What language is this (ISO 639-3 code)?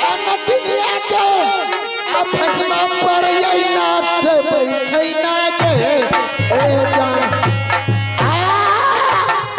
mai